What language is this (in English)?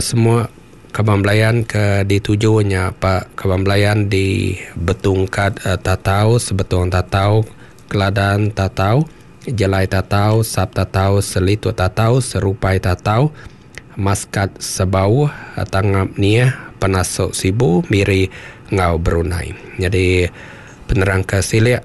Iban